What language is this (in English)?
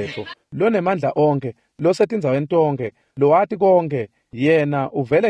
Swati